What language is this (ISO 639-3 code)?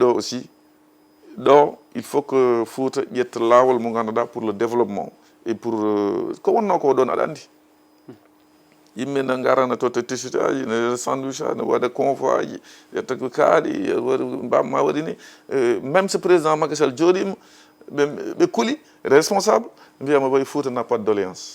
ful